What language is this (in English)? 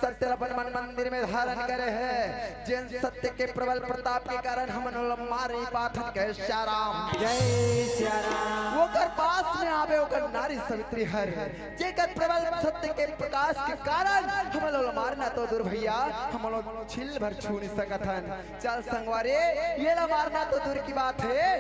Chhattisgarhi